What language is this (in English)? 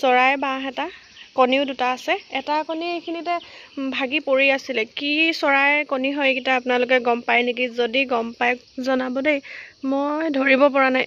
Assamese